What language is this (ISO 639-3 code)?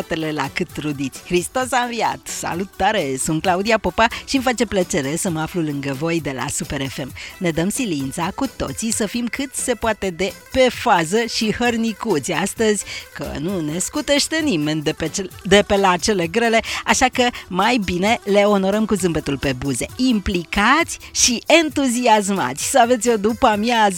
ron